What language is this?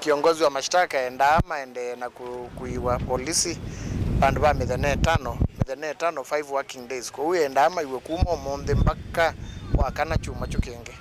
Kamba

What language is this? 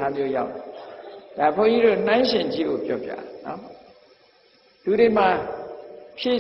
Burmese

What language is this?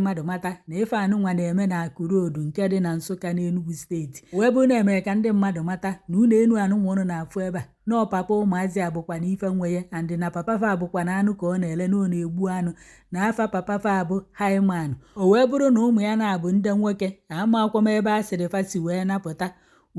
Igbo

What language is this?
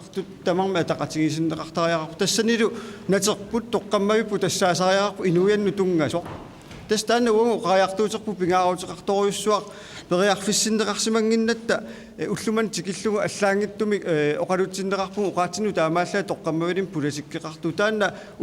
Kalaallisut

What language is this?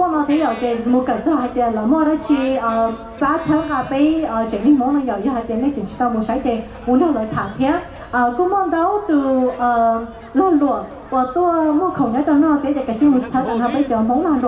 Hmong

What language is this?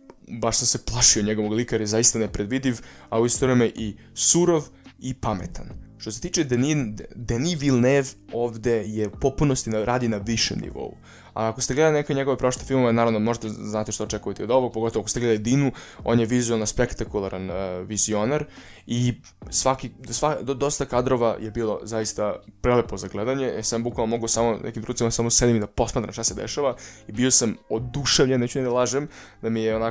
Serbian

